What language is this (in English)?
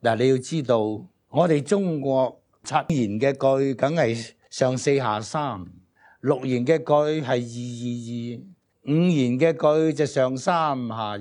Cantonese